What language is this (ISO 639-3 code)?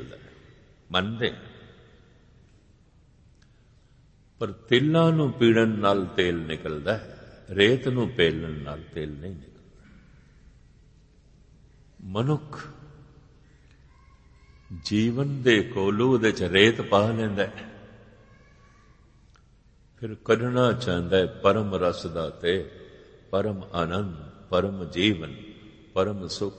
pan